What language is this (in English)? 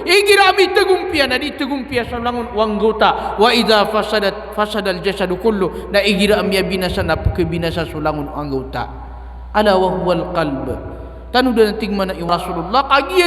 Maranao